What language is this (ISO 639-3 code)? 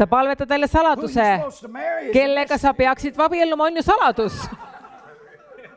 est